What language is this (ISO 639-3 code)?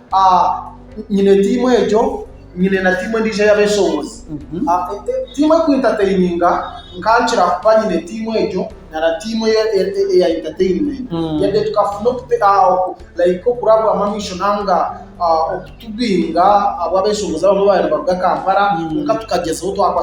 nyn